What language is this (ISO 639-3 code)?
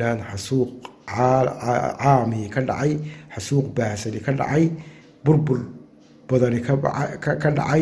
som